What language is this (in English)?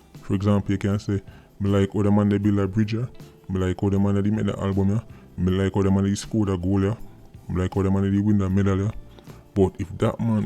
Jamaican Creole English